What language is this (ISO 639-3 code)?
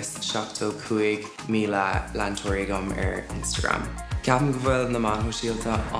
gle